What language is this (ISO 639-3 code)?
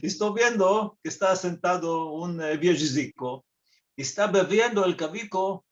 lad